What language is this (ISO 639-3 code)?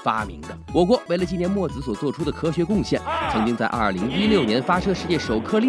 zho